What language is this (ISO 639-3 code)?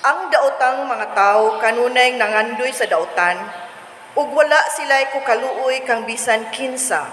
ceb